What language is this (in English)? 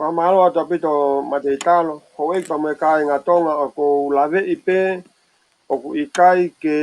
Tongan